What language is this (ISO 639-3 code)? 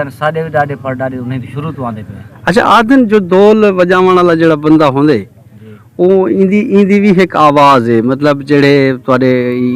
skr